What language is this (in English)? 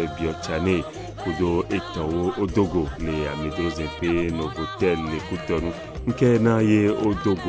Ewe